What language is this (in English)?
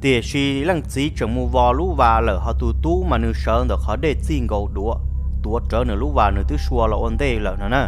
Hmong